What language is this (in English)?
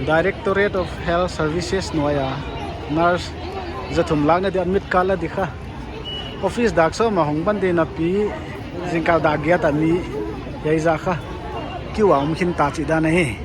Paite Chin